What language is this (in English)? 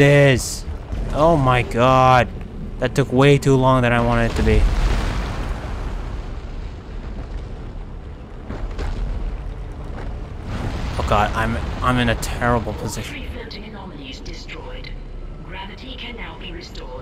English